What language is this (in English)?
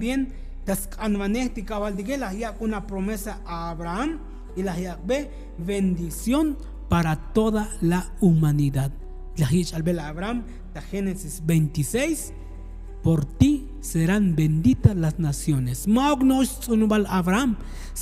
Tzotzil